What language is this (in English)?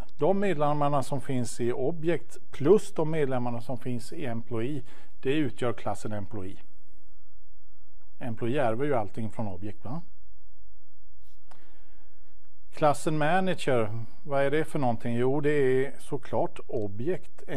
Swedish